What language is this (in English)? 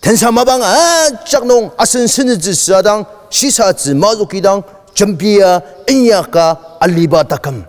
Ao Naga